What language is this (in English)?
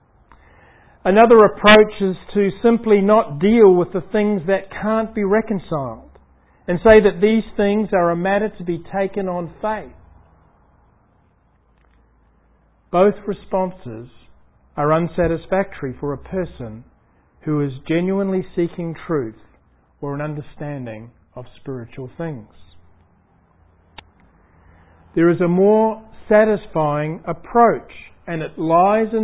English